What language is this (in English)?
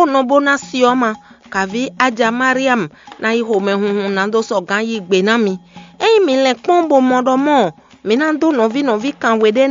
Fon